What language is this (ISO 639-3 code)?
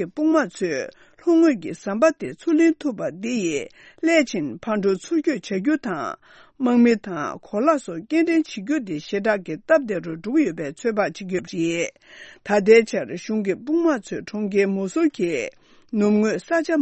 bod